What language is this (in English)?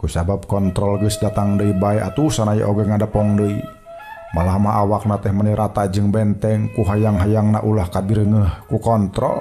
Sundanese